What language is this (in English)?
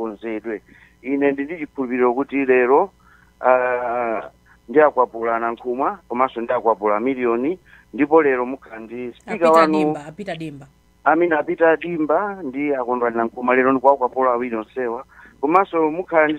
Nyanja